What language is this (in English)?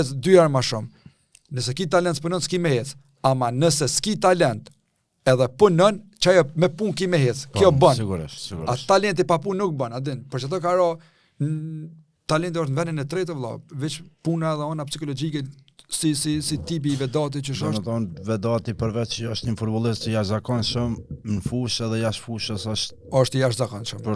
Albanian